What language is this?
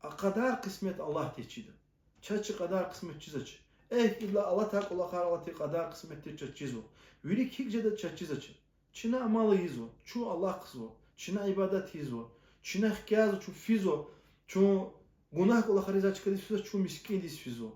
Lezghian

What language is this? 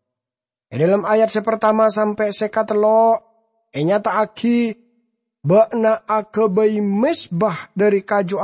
Madurese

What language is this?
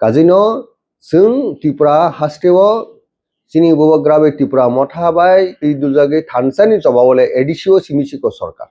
Kok Borok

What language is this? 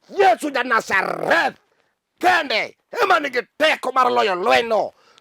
Luo (Kenya and Tanzania)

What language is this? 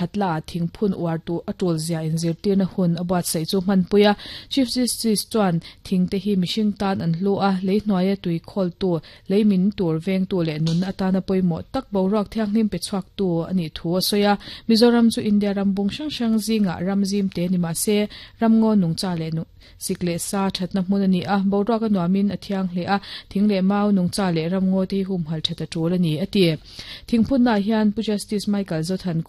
Mizo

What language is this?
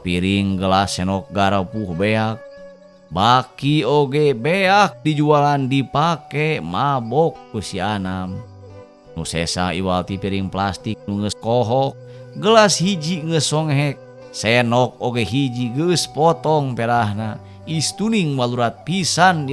Sundanese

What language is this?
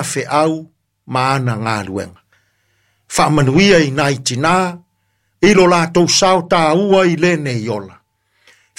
Samoan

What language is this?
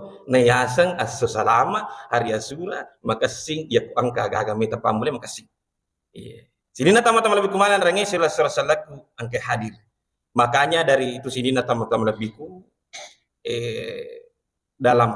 Buginese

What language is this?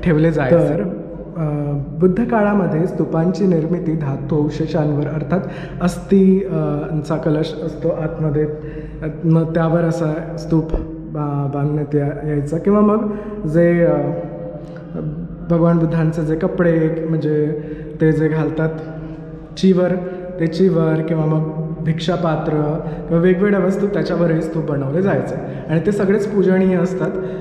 Marathi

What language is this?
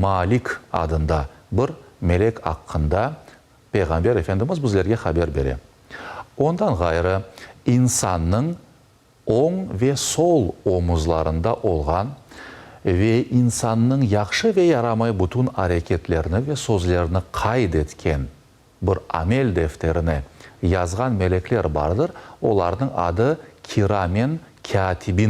Crimean Tatar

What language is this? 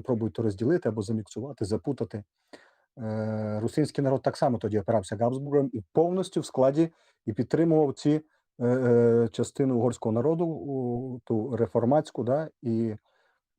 Rusyn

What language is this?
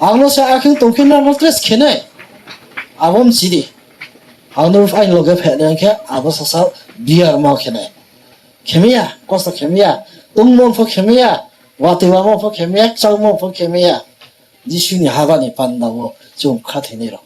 Riang (India)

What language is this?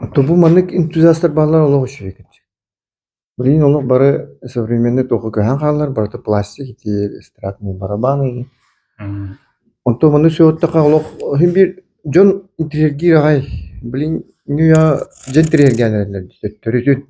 Yakut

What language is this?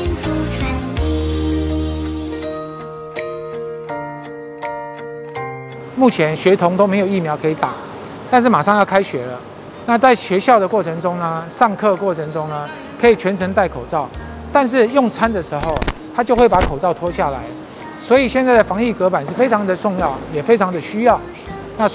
Chinese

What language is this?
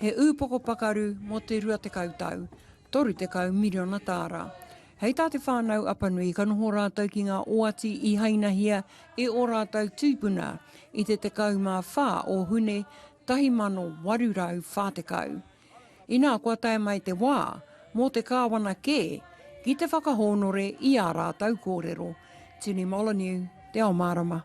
Māori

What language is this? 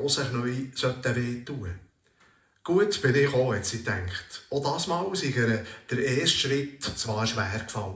Swiss German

